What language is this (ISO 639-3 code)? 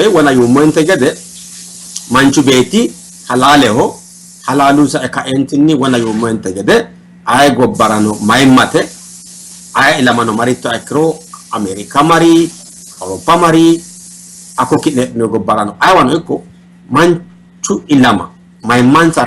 sid